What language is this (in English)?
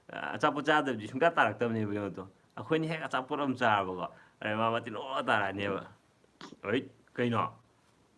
Manipuri